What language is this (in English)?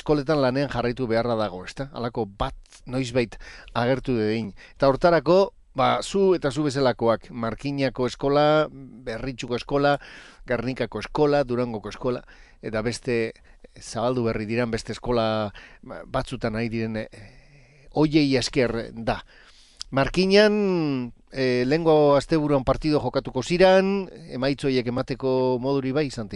Basque